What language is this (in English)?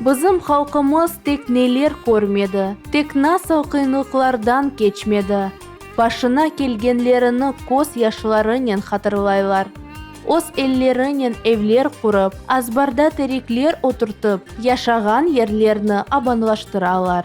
Crimean Tatar